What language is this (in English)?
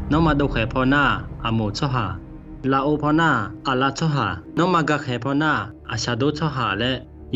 Akha